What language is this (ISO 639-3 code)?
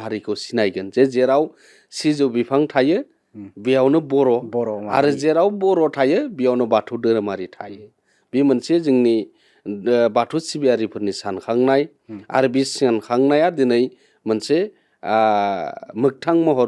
brx